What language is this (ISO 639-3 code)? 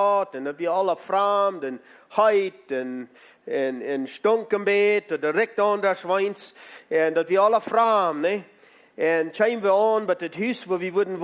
pdt